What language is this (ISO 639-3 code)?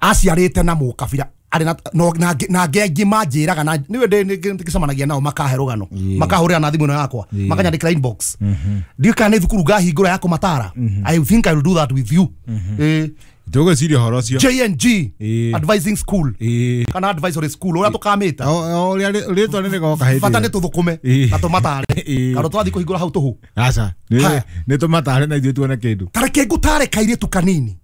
kik